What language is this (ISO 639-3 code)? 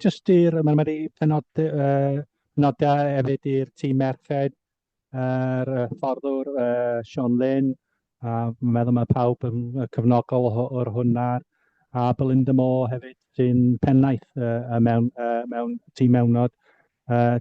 cym